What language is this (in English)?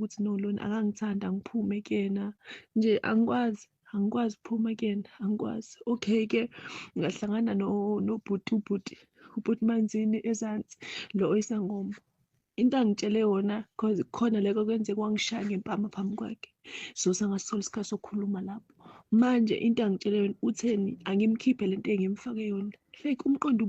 Zulu